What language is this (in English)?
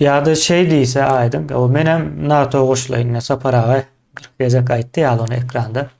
Turkmen